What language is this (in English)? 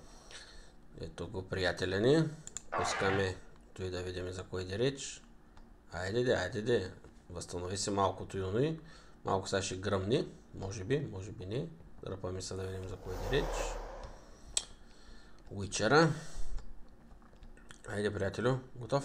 Bulgarian